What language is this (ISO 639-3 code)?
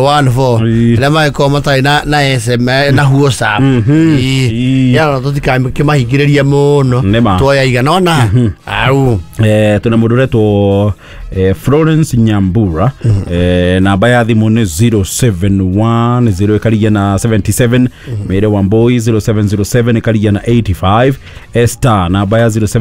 kik